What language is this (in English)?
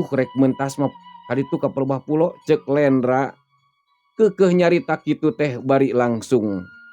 Sundanese